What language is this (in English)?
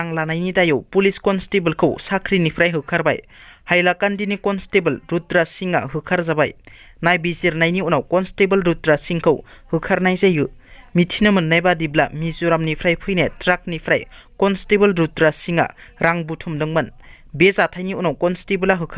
Bodo